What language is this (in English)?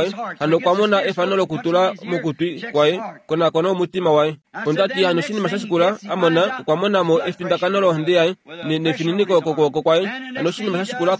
Kuanyama